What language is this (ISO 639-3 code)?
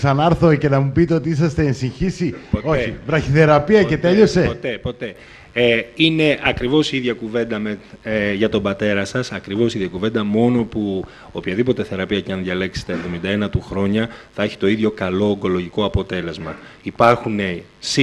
ell